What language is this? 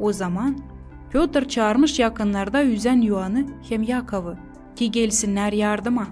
Gagauz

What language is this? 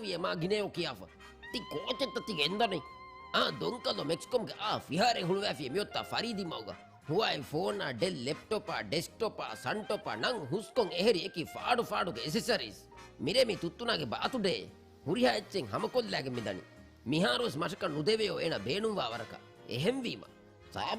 Divehi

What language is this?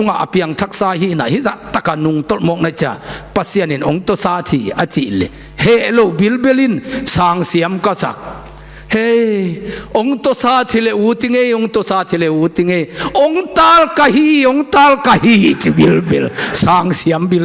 Tedim Chin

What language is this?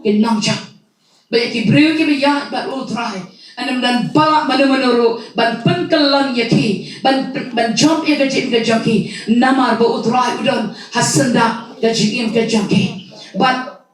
Khasi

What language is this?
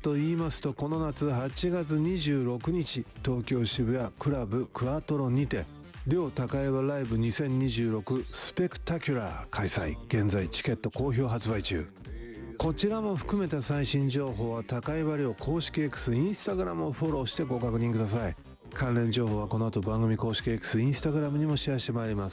Japanese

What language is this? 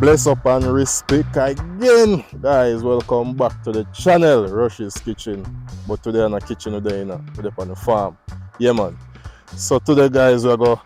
Jamaican Creole English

